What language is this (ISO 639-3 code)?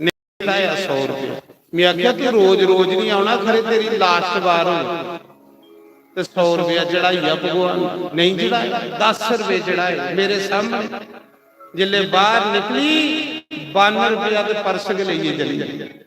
doi